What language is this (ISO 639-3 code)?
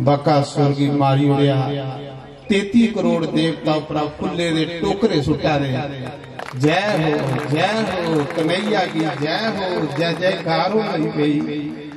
doi